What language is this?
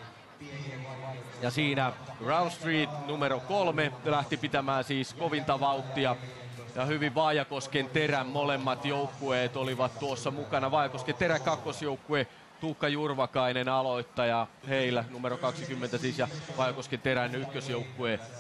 Finnish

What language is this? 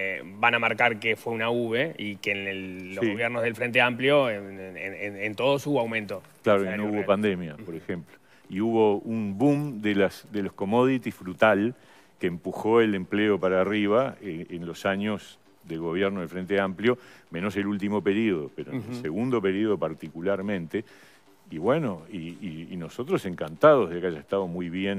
Spanish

